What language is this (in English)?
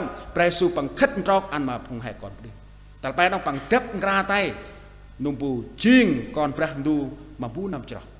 Central Mnong